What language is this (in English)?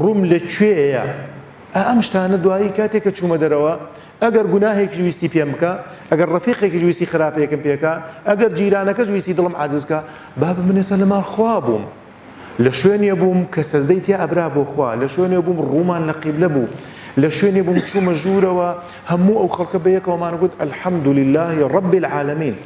Central Kurdish